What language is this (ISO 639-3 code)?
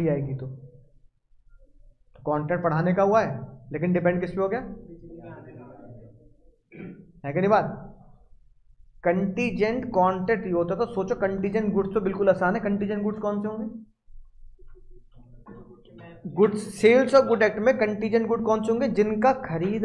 hin